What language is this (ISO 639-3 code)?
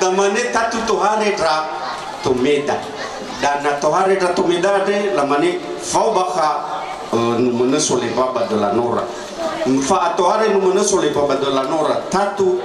nia